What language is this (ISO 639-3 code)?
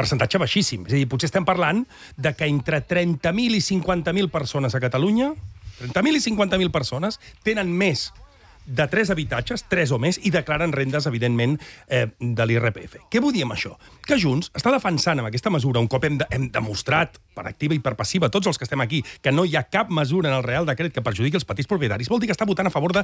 cat